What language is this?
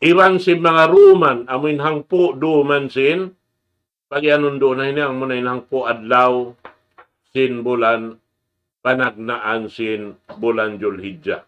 Tausug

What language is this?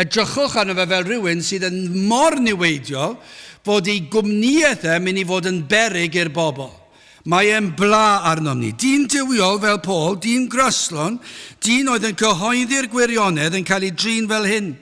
Welsh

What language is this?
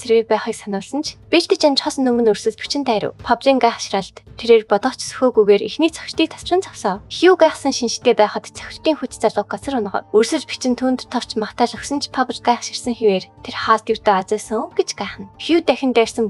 Mongolian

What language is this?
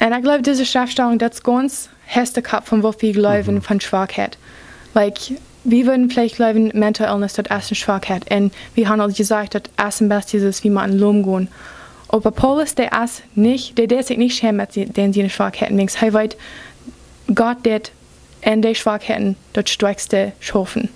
Plautdietsch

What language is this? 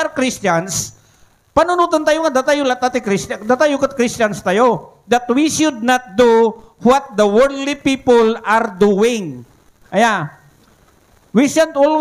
Iloko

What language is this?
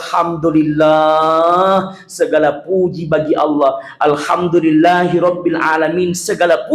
Buginese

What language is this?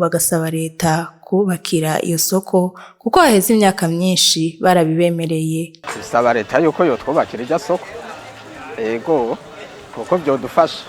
Rundi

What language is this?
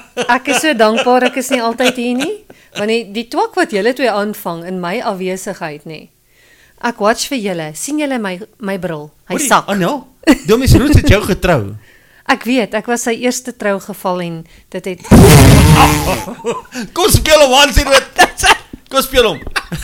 Afrikaans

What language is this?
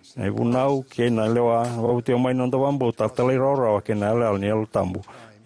Fijian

